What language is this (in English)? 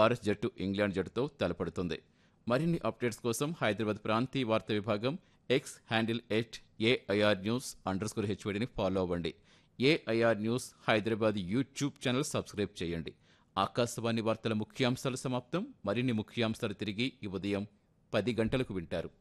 Telugu